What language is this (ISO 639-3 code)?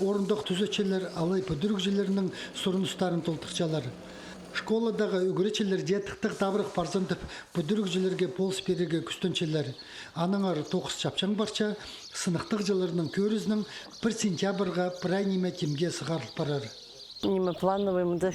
kjh